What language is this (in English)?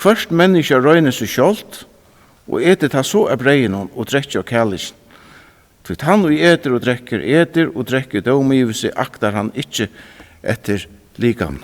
Faroese